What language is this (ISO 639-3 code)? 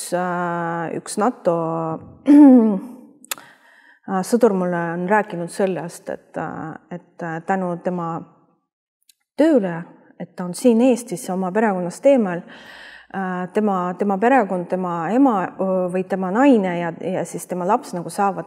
est